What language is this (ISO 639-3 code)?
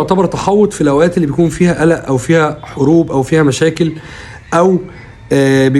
arz